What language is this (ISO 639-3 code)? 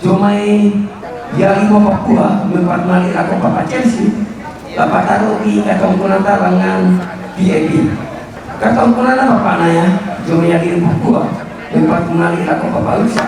sda